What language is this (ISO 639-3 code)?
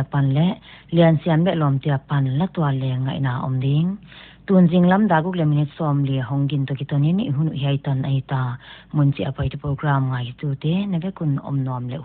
pck